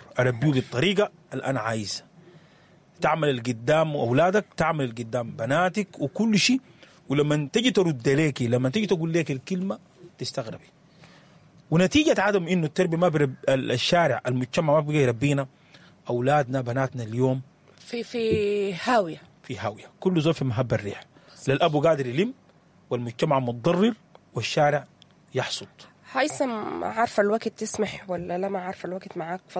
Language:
Sudanese Arabic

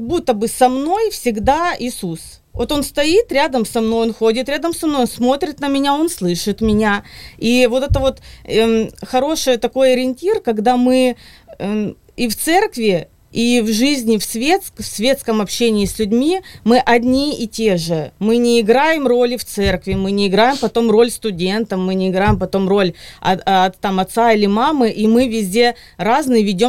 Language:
Russian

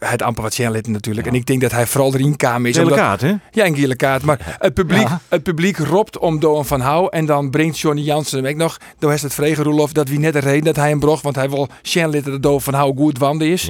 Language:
Western Frisian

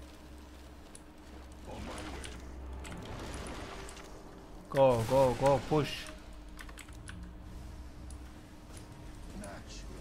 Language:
Turkish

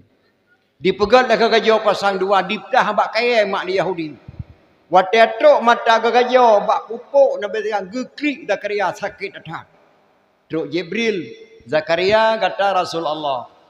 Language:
Achinese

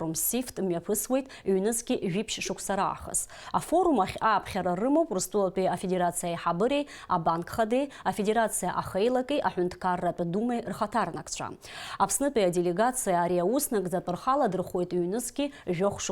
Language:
Abkhazian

